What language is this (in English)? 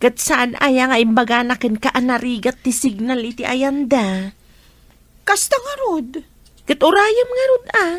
Iloko